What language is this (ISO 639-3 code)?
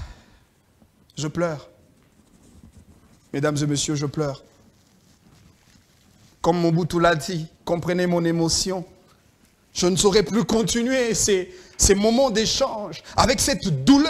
fra